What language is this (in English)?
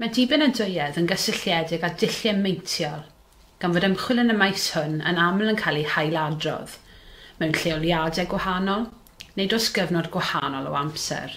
Welsh